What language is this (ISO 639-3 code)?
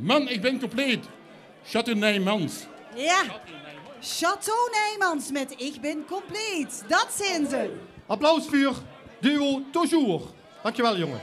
lim